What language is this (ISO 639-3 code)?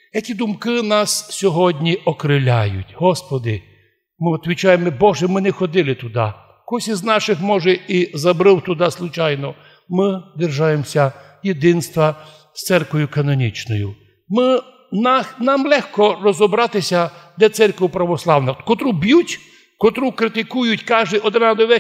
rue